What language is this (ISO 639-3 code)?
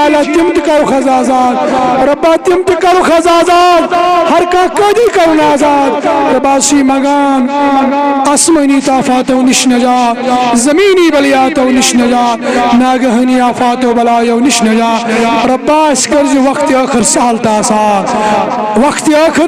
kas